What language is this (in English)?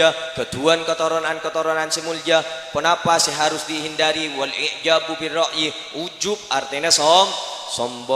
Madurese